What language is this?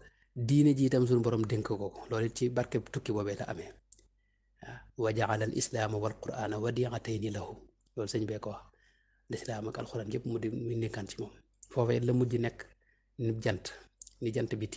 Wolof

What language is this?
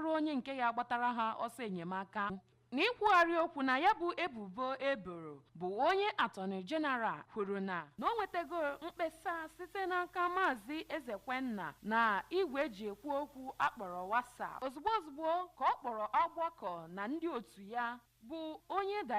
Igbo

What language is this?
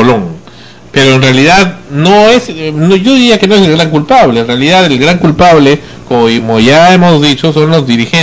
Spanish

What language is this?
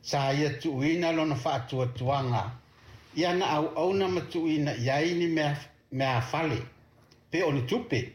Samoan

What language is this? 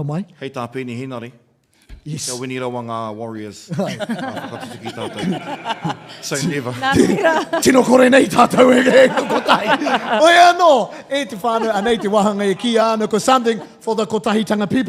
Māori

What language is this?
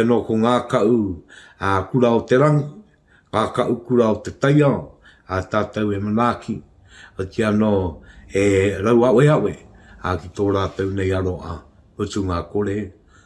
Māori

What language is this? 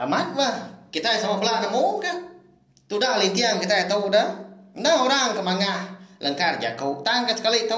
Iban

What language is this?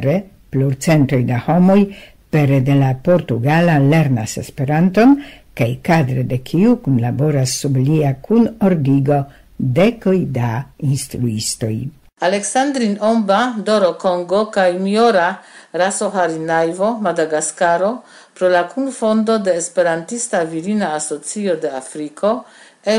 Esperanto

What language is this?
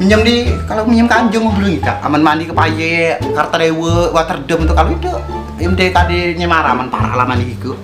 Musi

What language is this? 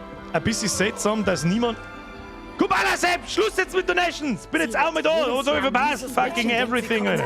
Bavarian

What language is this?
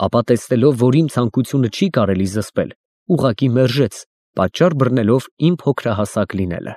Armenian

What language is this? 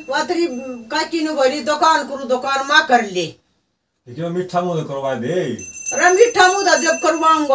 Haryanvi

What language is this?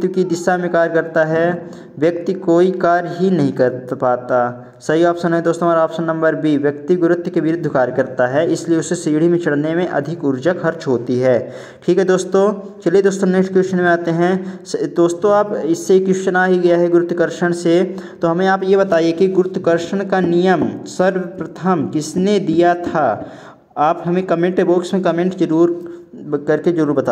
Hindi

